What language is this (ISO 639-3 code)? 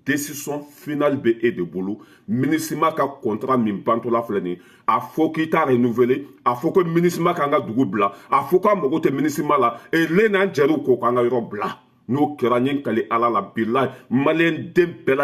bam